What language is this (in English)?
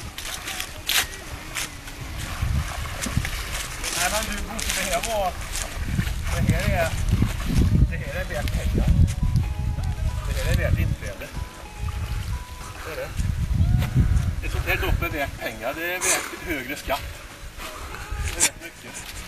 Swedish